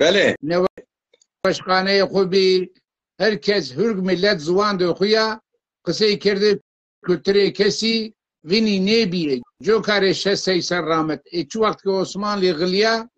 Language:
Zaza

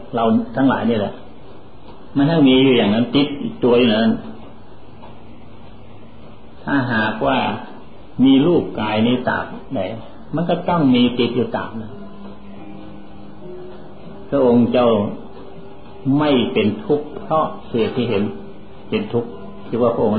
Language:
Thai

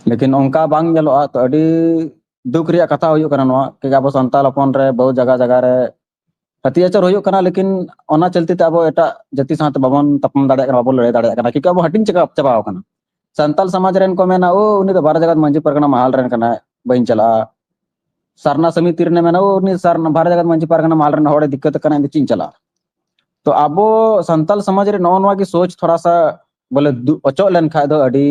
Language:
Santali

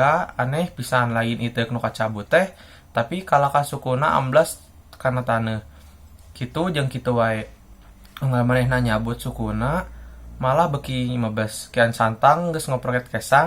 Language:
Sundanese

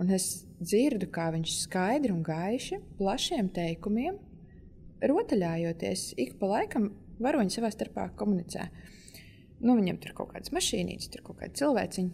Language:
Latvian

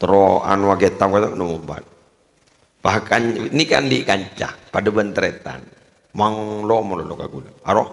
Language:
Madurese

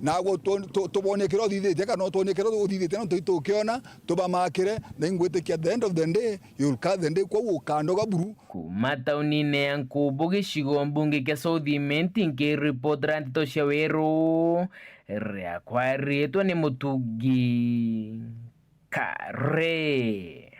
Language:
Meru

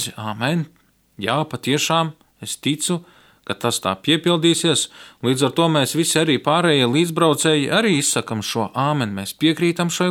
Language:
Latvian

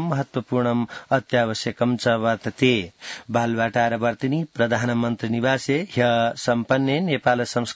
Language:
Sanskrit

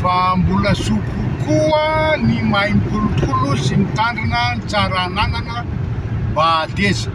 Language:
Malagasy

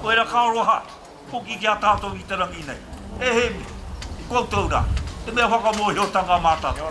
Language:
Māori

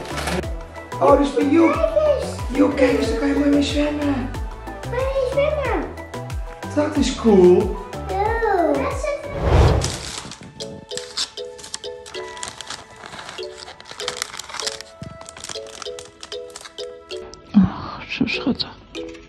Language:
Dutch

